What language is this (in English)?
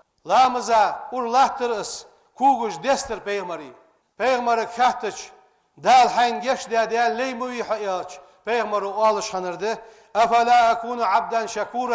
Ingush